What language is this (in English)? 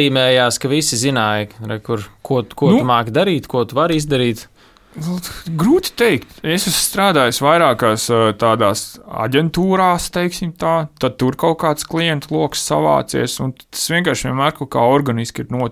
Latvian